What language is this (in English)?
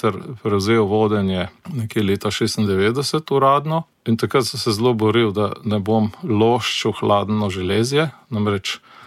Slovenian